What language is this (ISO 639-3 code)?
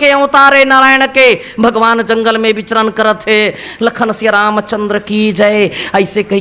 hne